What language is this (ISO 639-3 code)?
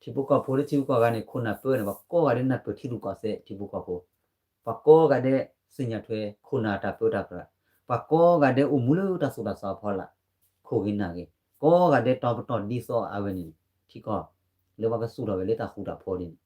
ksw